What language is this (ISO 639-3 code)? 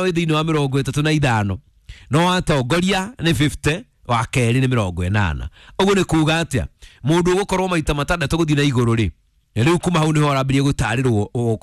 kik